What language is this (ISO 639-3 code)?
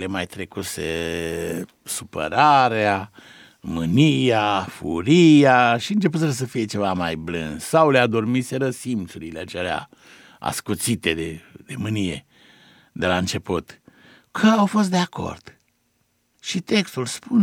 ron